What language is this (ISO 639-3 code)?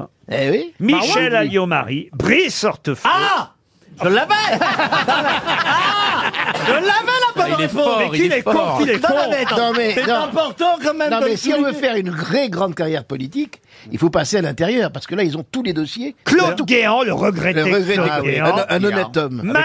fra